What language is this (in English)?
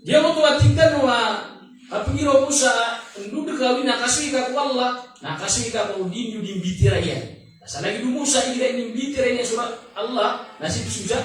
Maranao